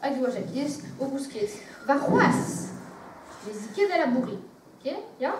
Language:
Breton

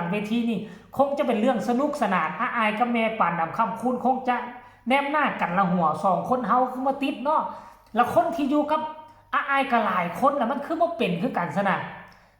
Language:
Northeastern Thai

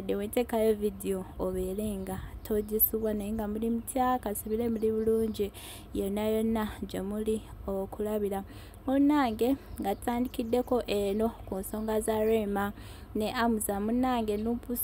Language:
Ganda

